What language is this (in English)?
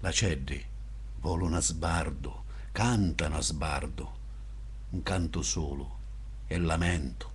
Sicilian